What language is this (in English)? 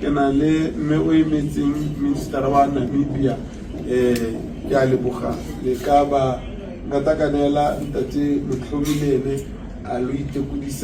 Tswana